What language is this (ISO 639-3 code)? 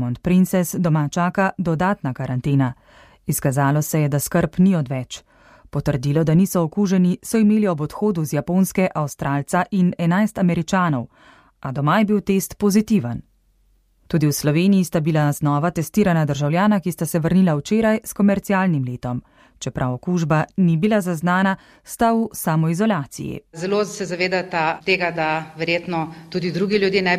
slv